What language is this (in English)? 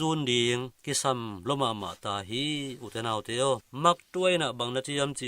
Tedim Chin